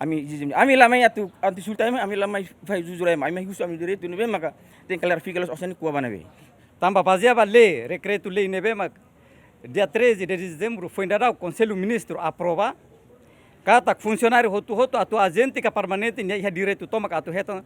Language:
Tetum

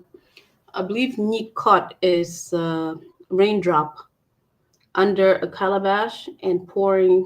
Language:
Acoli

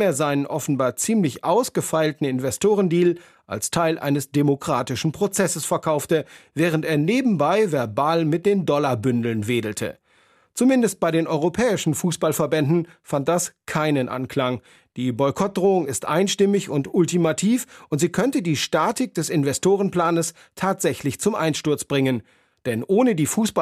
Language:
German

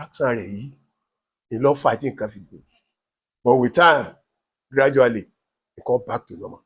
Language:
Yoruba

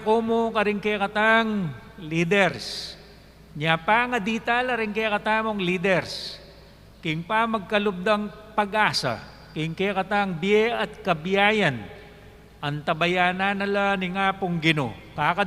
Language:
Pampanga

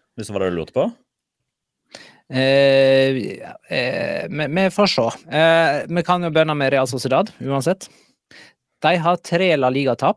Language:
Norwegian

